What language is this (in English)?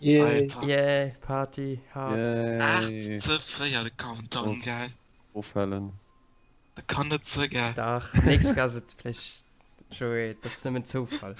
Luxembourgish